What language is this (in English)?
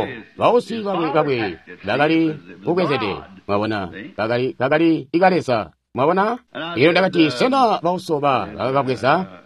Tonga (Zambia)